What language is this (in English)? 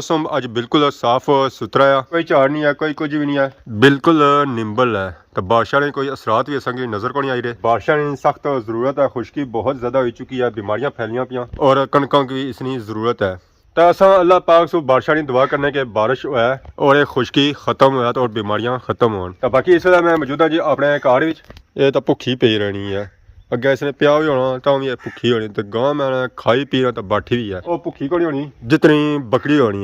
Pahari-Potwari